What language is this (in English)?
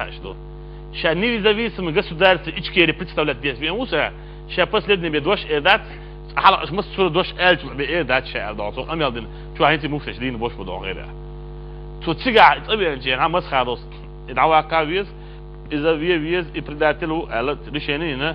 Chechen